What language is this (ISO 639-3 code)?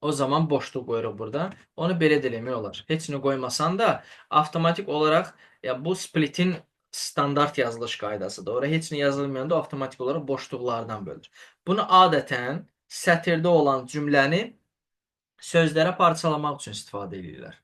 aze